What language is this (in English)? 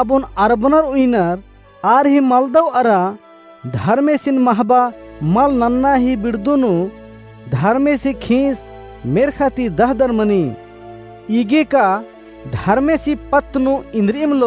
Kurukh